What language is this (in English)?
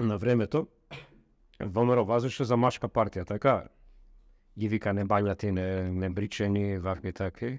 Macedonian